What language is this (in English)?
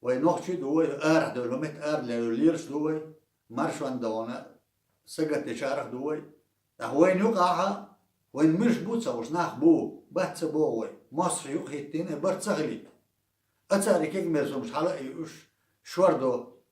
Chechen